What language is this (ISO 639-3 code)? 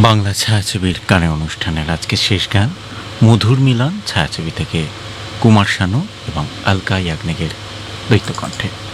ben